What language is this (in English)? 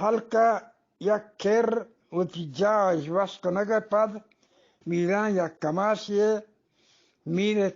Eastern Balochi